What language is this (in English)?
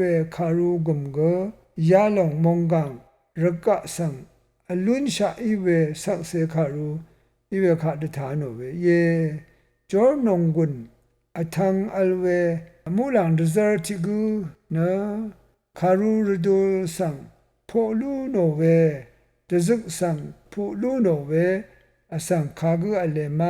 Rawang